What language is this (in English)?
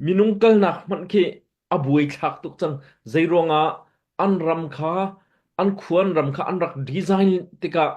Hakha Chin